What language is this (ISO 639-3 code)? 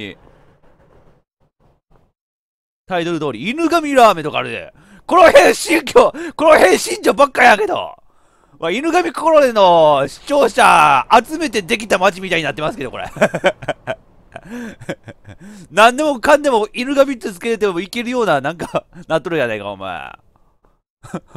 jpn